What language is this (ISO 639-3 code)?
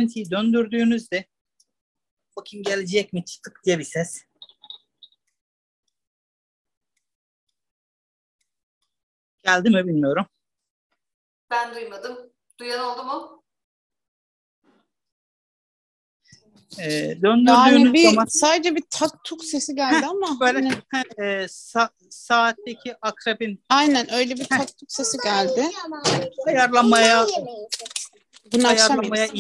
tur